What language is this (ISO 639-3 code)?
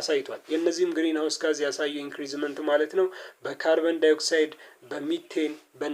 amh